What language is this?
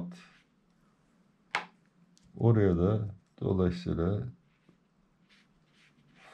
Turkish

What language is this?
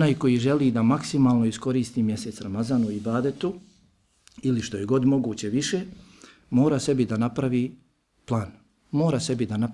Bosnian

